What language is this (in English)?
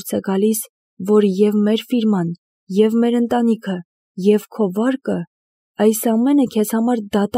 Armenian